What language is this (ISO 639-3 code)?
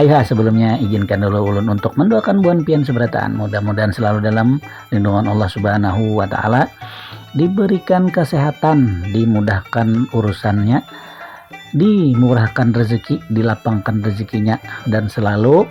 bjn